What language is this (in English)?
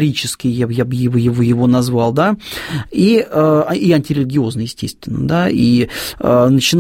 Russian